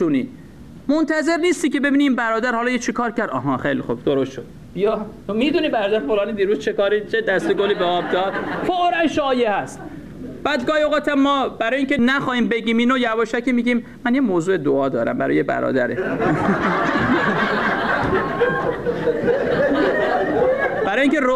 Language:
Persian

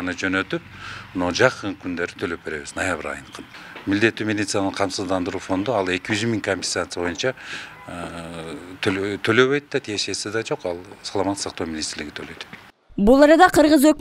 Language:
Kyrgyz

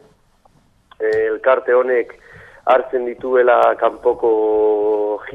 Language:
Basque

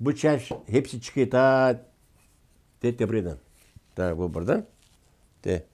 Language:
Gagauz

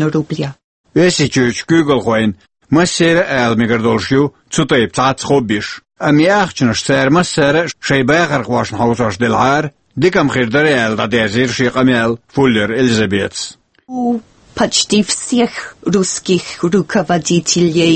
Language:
Chechen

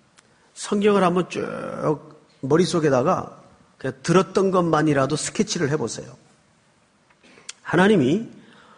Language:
Korean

